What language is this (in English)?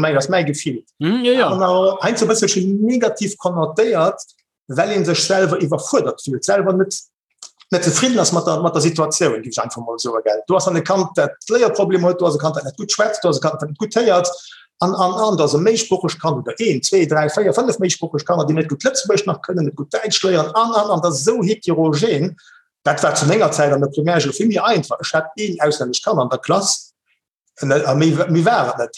Luxembourgish